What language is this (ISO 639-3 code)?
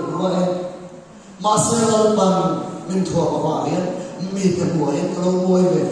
lus